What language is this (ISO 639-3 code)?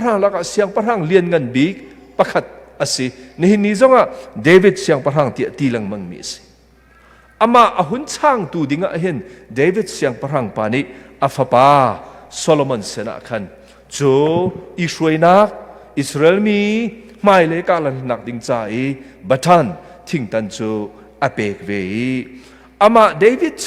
cnh